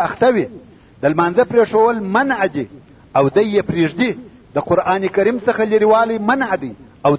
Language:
Pashto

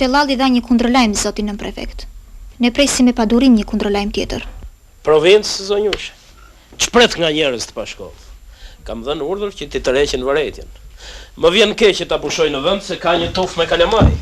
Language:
Albanian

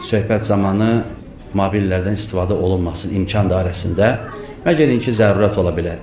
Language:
Azerbaijani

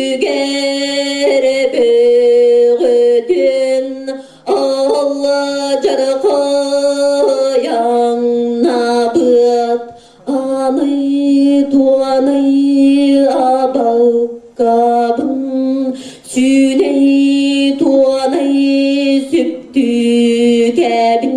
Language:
Yakut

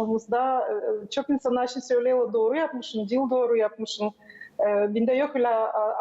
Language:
Gagauz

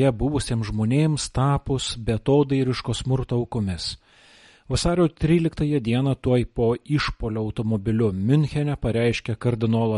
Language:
Lithuanian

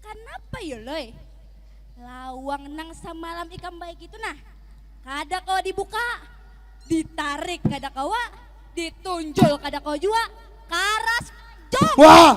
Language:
Banjar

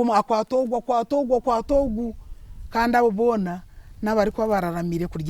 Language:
Nyankole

